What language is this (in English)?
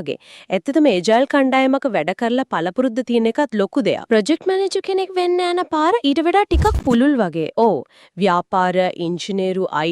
Sinhala